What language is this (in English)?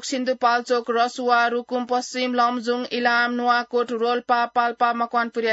Newari